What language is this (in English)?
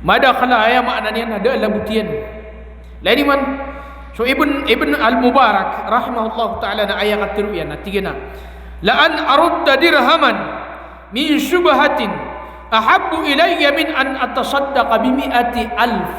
Maranao